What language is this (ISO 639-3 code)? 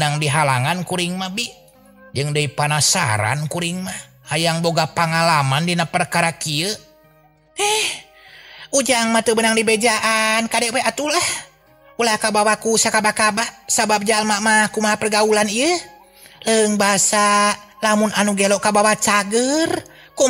sun